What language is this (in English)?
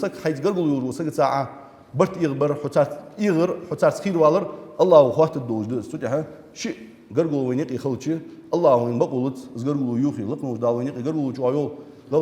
Ingush